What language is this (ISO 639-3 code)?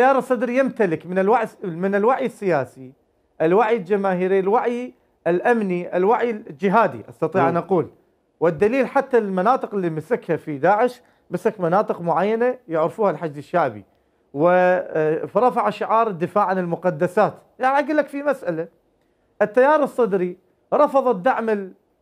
acm